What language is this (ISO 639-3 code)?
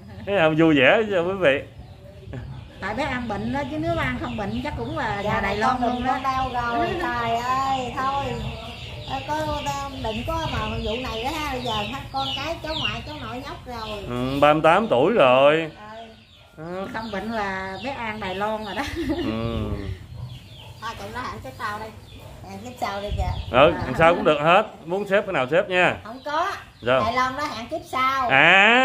vie